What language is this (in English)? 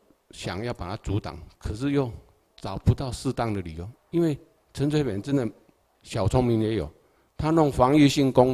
Chinese